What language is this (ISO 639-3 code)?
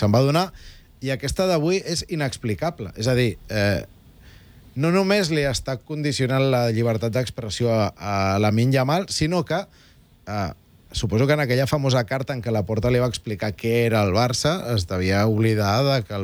cat